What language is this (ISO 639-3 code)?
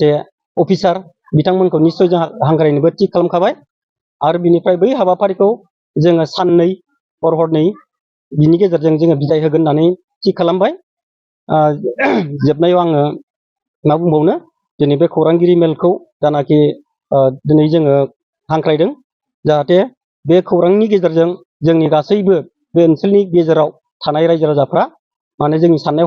brx